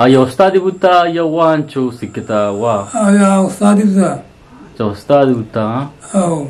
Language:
Eastern Balochi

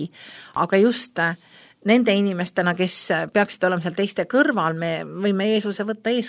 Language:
Estonian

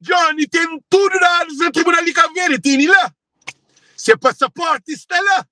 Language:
Kabuverdianu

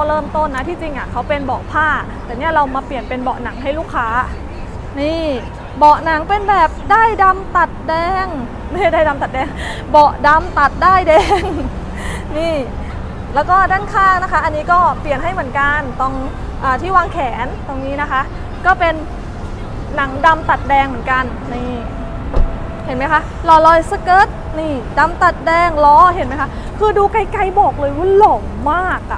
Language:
Thai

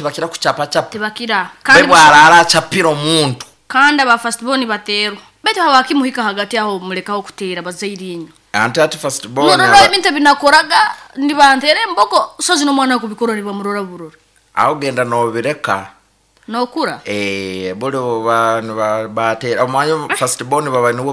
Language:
Nyankole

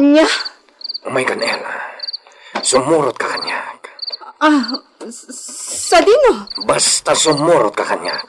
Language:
Iloko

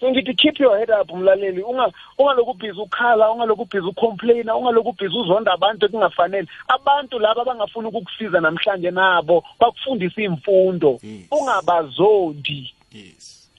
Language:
South Ndebele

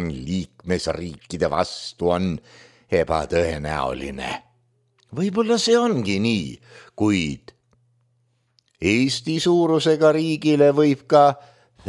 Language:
Estonian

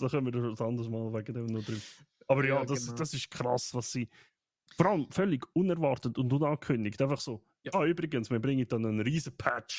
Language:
Swiss German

